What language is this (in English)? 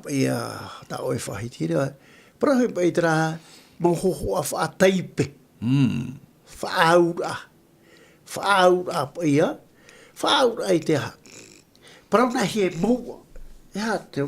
Tahitian